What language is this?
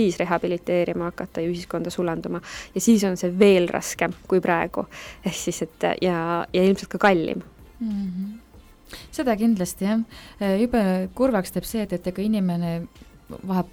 Estonian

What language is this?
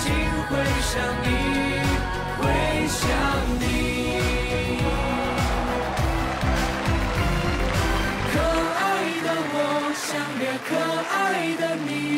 Chinese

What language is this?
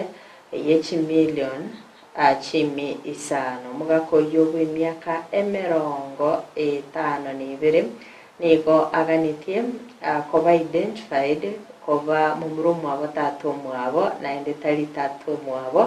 Gusii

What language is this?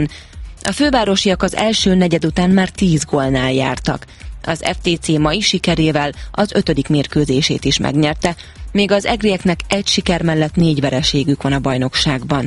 Hungarian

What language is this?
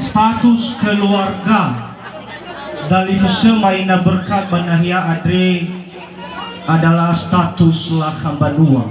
Nias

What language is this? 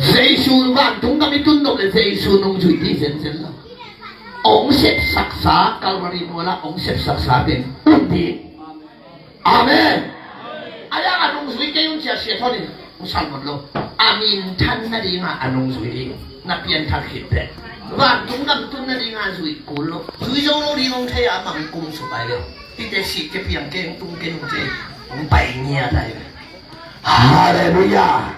Tedim Chin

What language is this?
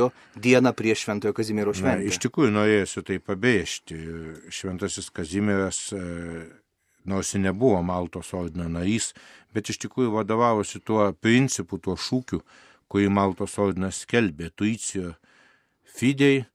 Lithuanian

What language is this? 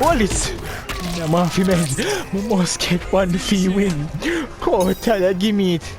Jamaican Creole English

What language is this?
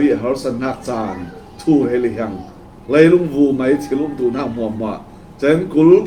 Falam Chin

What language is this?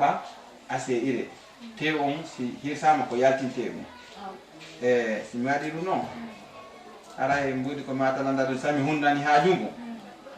Fula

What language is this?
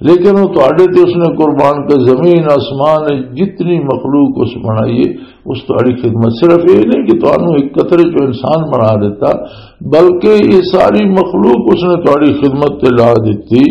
Western Panjabi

